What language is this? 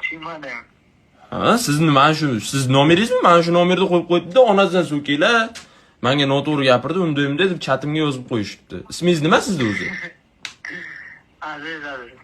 Uzbek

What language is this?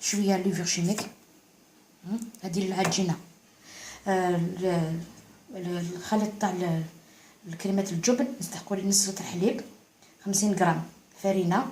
Algerian Arabic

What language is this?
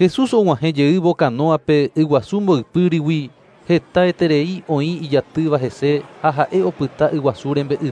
Guarani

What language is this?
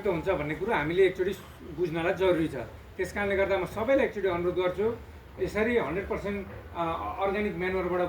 Nepali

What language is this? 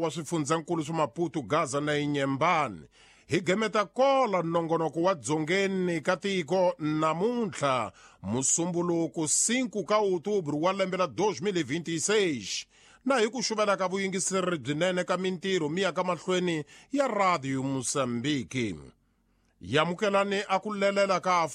Tsonga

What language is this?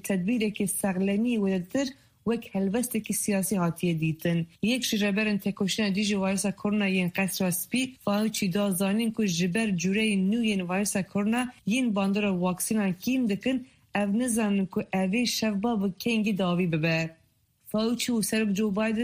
Kurdish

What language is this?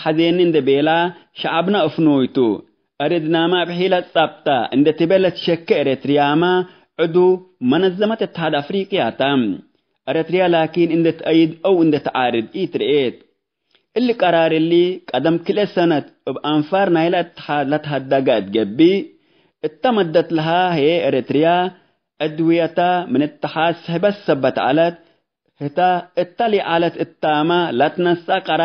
Tigre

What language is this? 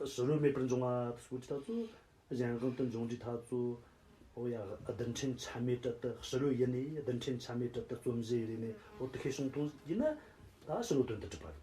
Tibetan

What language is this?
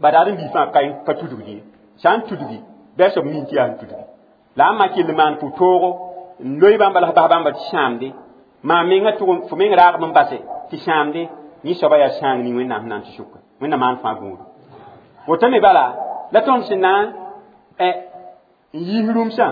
Mossi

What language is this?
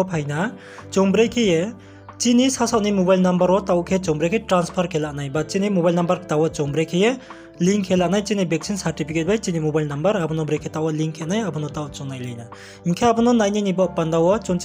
Riang (India)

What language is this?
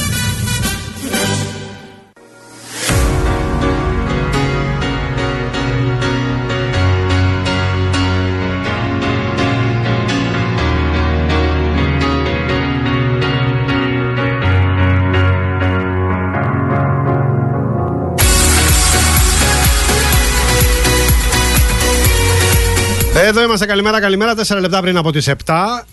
Greek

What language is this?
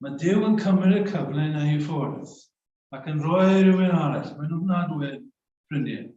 Welsh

